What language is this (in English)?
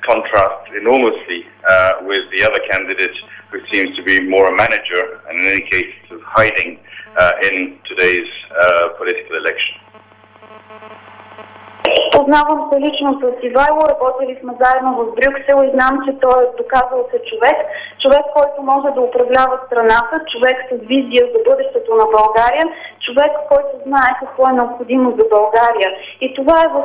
Bulgarian